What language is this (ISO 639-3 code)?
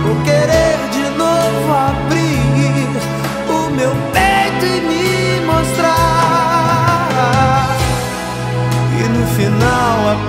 por